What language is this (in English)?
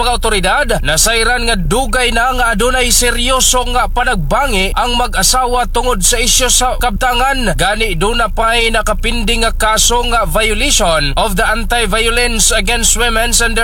Cebuano